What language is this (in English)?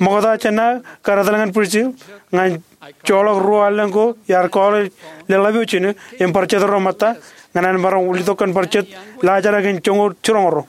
Marshallese